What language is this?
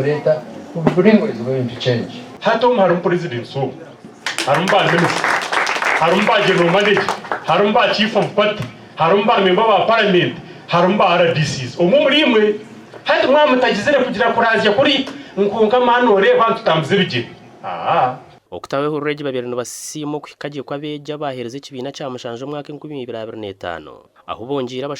Nyankole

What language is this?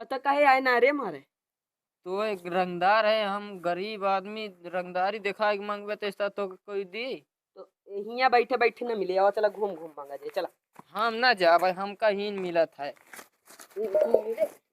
Awadhi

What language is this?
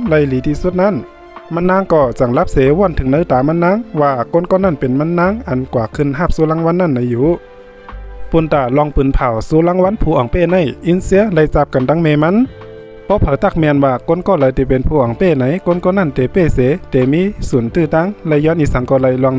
Shan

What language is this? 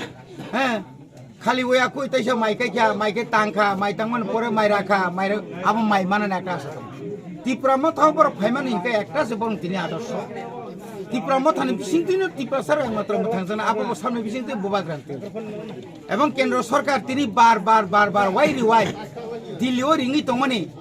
Kok Borok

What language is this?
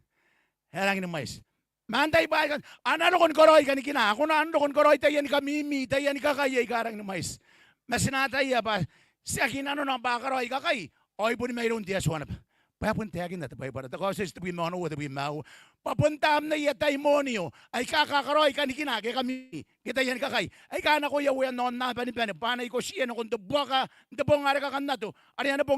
Gilbertese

